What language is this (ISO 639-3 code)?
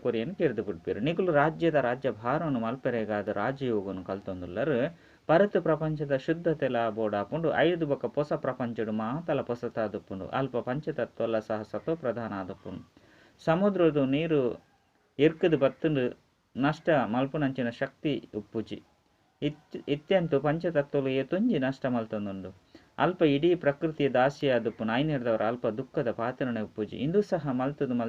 tcy